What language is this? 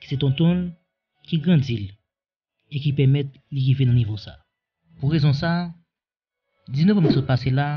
Haitian Creole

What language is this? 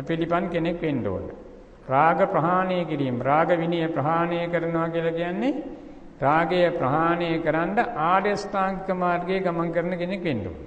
Sinhala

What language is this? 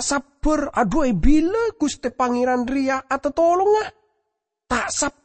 Madurese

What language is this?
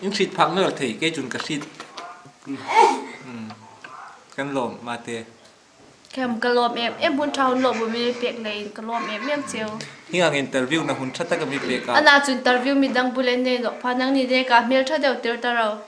Hmar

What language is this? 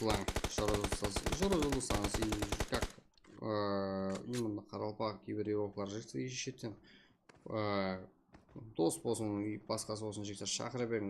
Kara-Kalpak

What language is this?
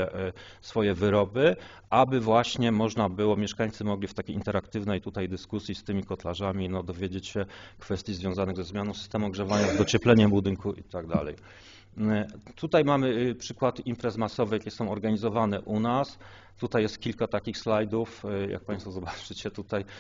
Polish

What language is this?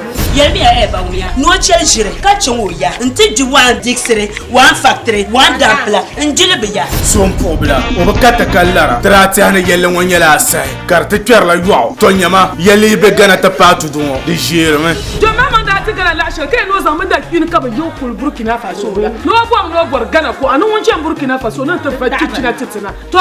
Dagbani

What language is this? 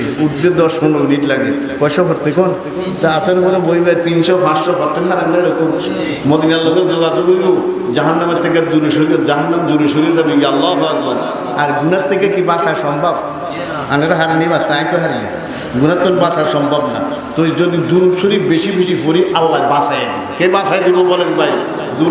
Bangla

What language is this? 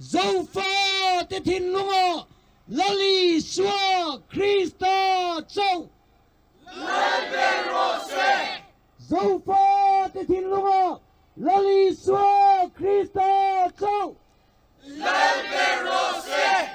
Mizo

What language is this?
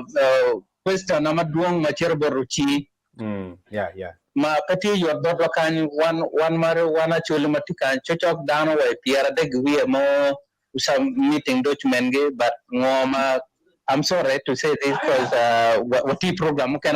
Acoli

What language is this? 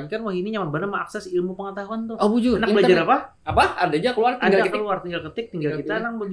Banjar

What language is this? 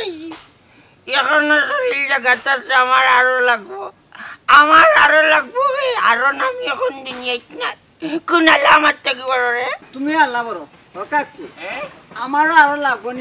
Sylheti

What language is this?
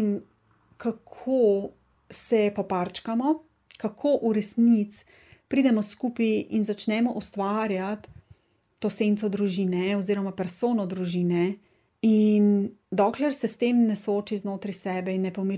Slovenian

